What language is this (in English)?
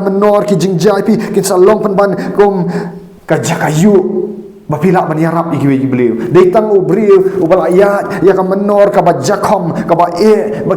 Khasi